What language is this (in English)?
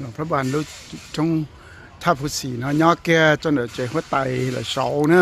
Hmong